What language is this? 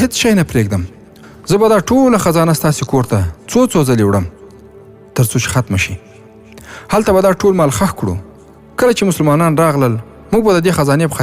Pashto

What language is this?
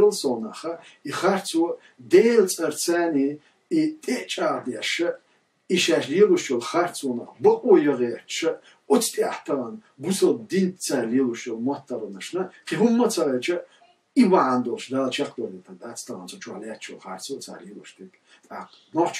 Chechen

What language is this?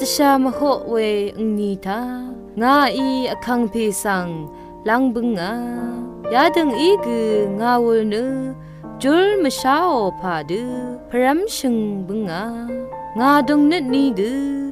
Rawang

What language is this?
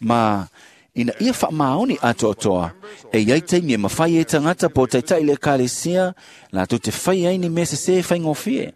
Samoan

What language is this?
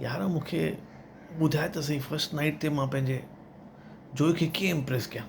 Sindhi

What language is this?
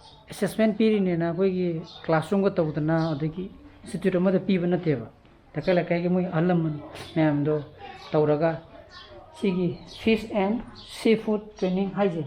Manipuri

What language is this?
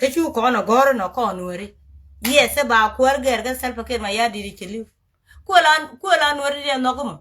Nuer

